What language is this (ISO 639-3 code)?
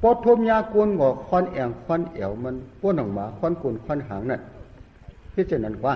shn